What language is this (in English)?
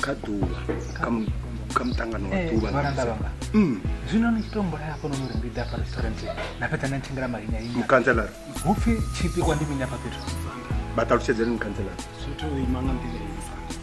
Venda